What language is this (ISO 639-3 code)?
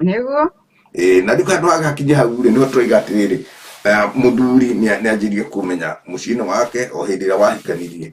kik